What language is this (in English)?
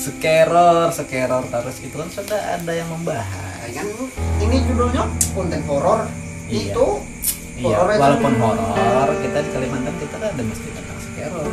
Banjar